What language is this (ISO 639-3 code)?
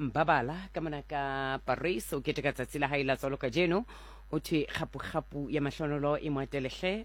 sot